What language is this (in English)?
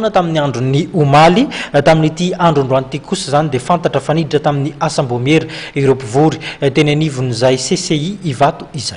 Malagasy